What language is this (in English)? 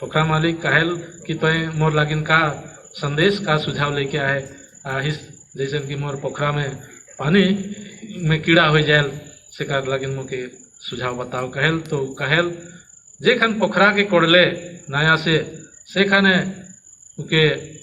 Sadri